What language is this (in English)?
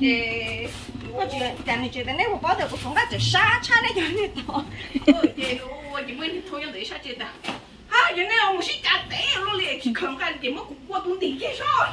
Hmong